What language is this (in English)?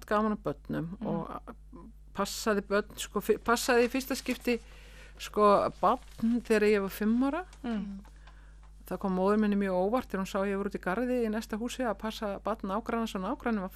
Icelandic